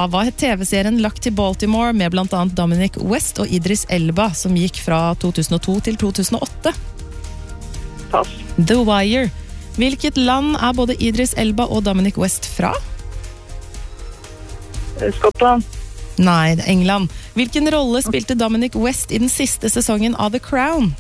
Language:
Norwegian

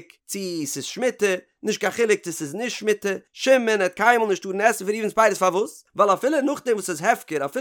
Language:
Yiddish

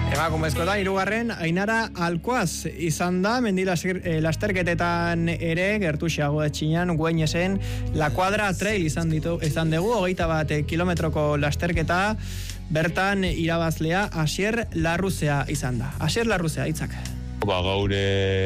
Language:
Basque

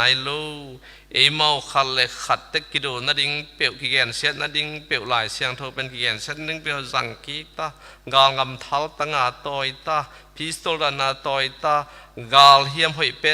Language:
Tedim Chin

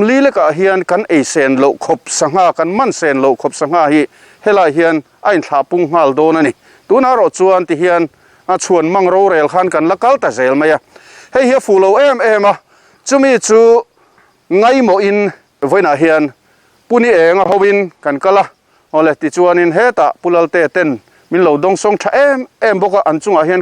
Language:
Mizo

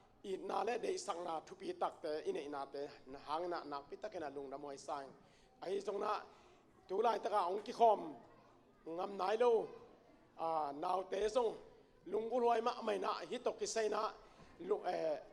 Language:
Tedim Chin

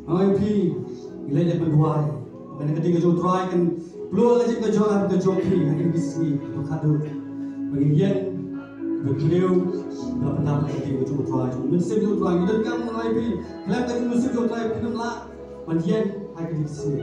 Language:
Khasi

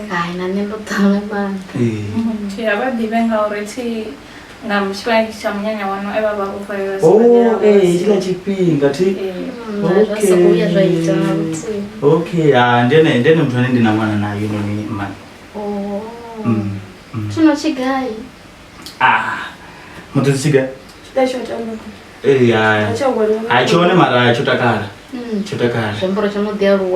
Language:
Venda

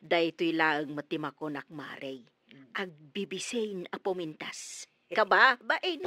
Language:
Iloko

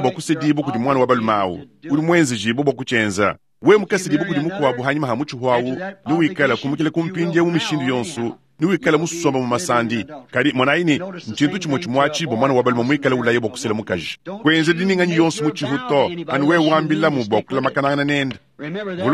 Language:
Luba-Lulua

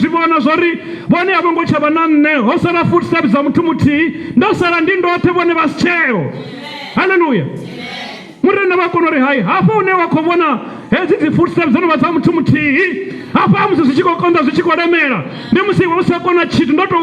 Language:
Venda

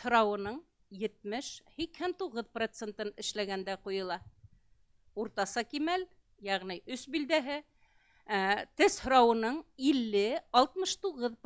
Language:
Bashkir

